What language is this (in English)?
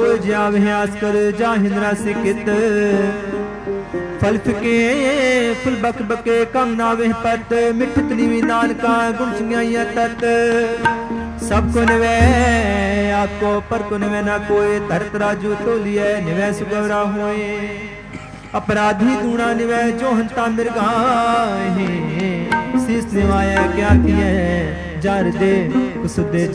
Punjabi